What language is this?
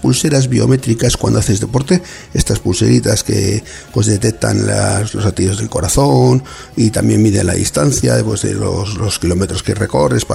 Spanish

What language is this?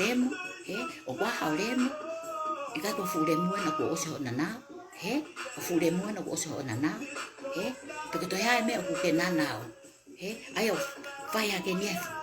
Tongan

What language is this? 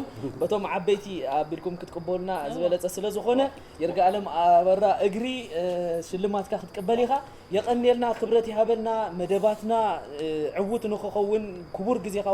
Tigrinya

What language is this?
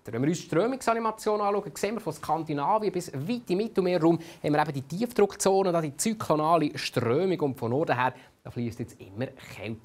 Swiss German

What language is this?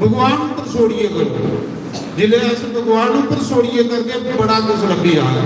Dogri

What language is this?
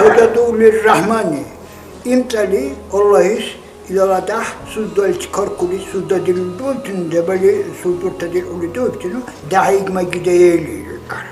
Dargwa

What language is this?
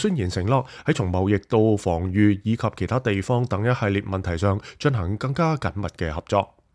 Cantonese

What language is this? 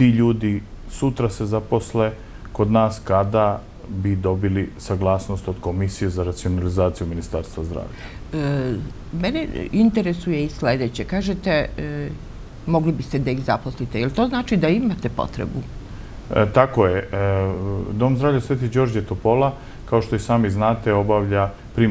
Serbian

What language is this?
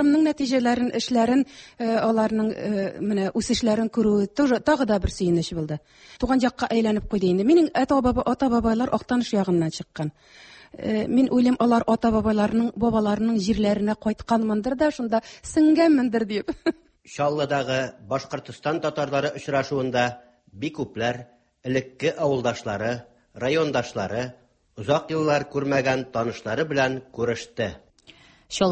Tatar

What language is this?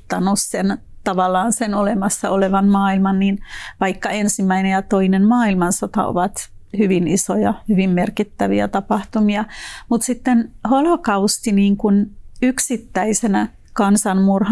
Finnish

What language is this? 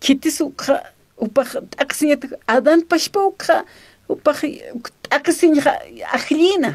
Aymara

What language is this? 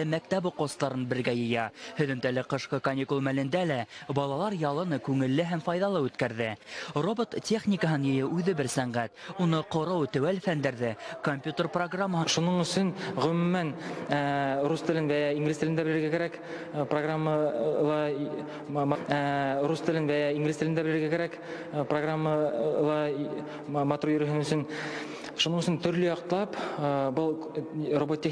Bashkir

